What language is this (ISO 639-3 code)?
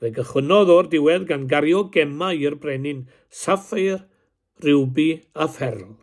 cym